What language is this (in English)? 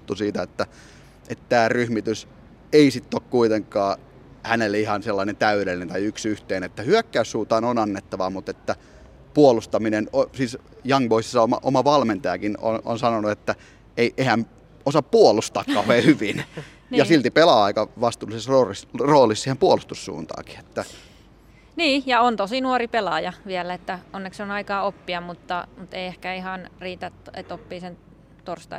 Finnish